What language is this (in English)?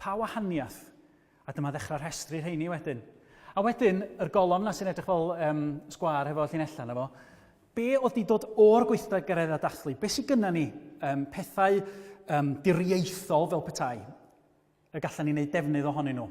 Welsh